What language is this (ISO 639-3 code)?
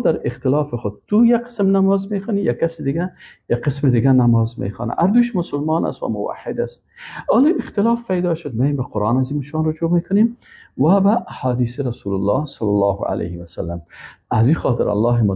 fas